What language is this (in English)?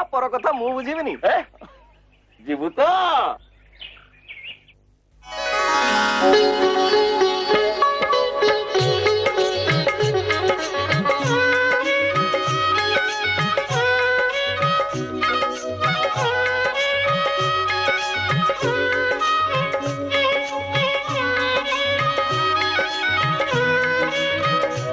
Odia